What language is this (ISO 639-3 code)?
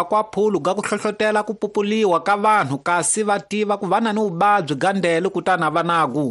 tso